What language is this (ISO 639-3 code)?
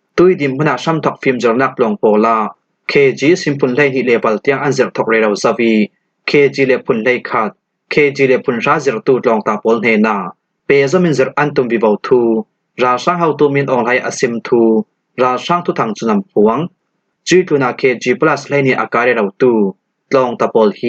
cfm